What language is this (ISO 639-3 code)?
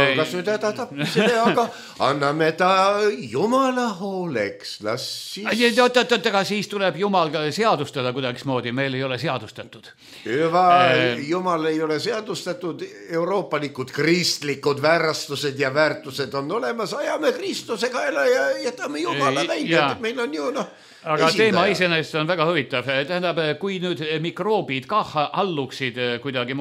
est